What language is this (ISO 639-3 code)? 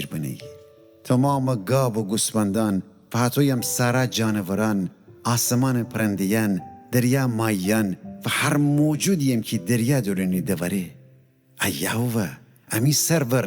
glk